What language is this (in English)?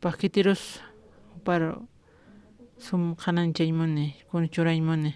Aymara